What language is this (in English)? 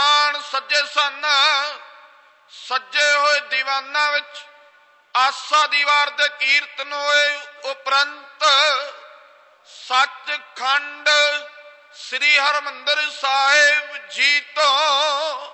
Punjabi